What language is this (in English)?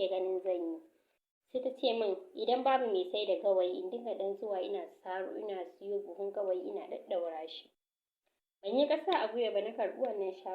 Hausa